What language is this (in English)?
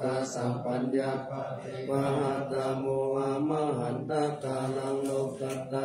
Pali